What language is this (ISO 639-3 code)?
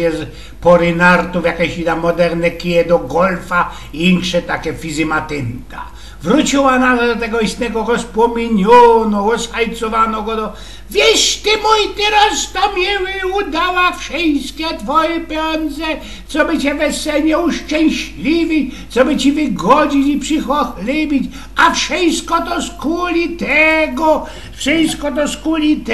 szl